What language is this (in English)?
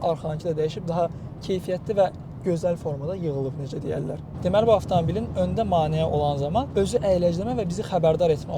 Azerbaijani